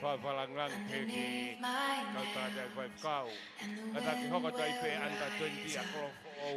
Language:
Tongan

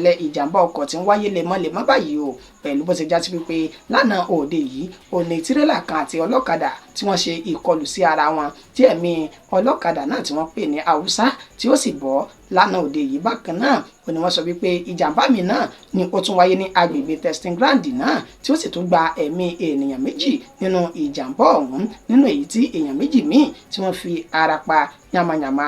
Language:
Yoruba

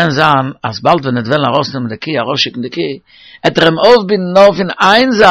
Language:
Yiddish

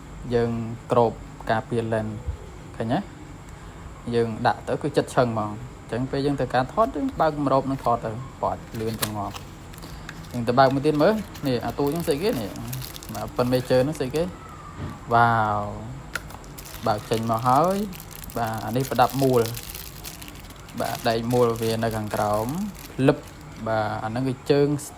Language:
Khmer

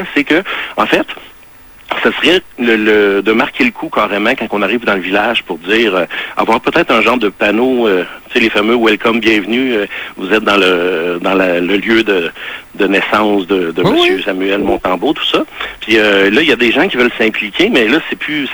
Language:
French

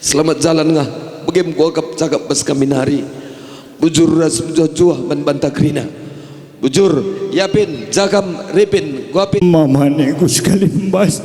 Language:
Batak Karo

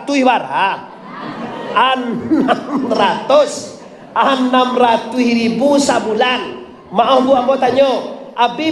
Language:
Minangkabau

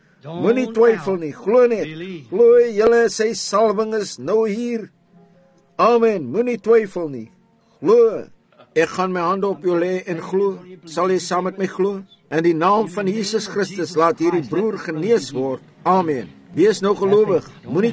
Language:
Afrikaans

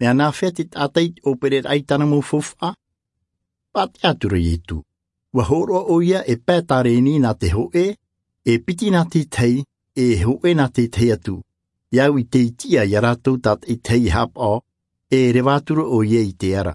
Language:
Tahitian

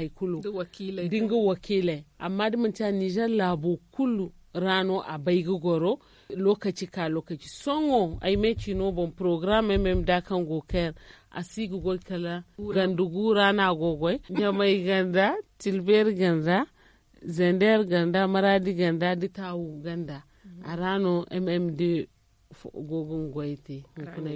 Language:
Zarma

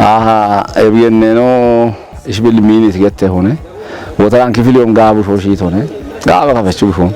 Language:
Kafa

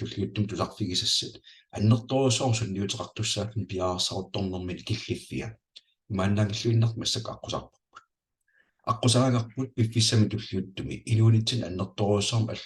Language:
Kalaallisut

